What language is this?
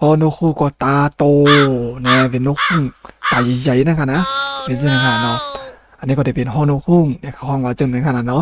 Shan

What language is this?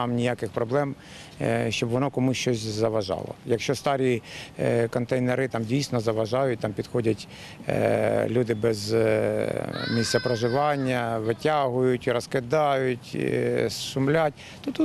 Ukrainian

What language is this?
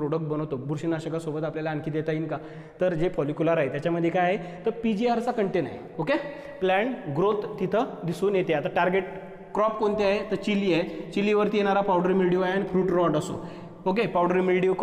Marathi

